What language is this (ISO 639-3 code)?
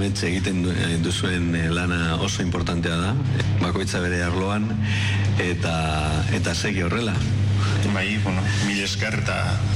eus